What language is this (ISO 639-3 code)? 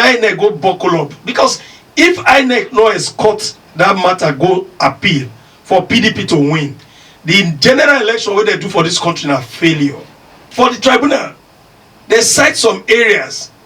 pcm